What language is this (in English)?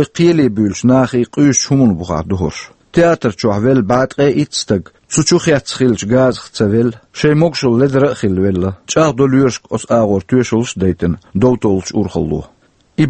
Chechen